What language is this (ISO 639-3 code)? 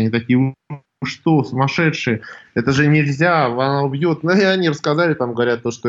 rus